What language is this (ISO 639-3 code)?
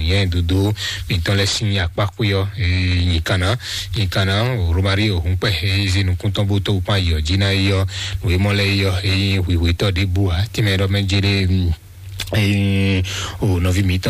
fon